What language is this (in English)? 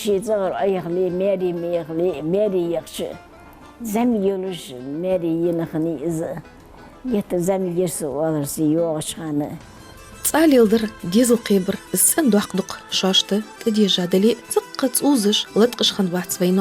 Ingush